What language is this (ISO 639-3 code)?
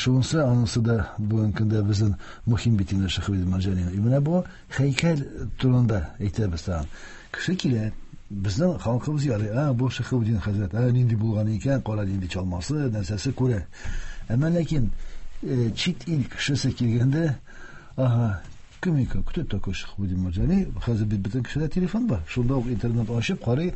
tat